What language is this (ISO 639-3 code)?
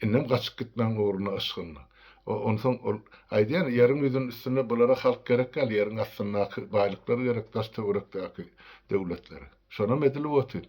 tuk